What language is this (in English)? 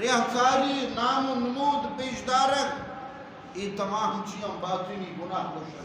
Eastern Balochi